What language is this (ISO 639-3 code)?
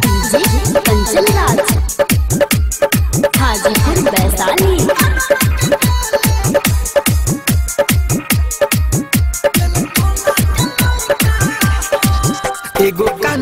bho